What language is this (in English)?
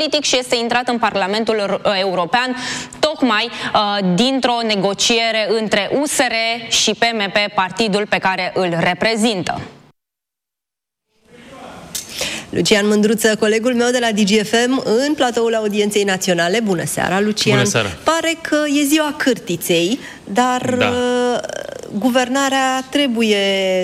Romanian